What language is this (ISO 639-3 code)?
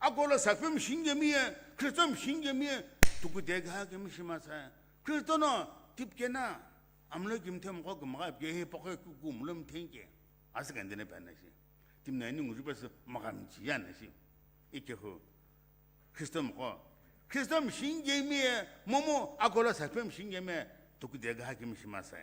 nsm